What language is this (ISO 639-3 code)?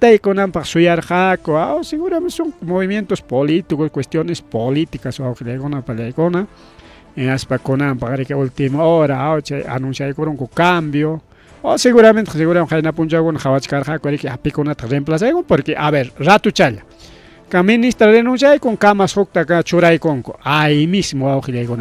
quy